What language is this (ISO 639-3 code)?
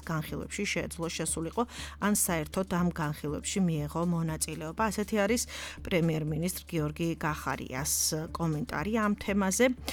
kat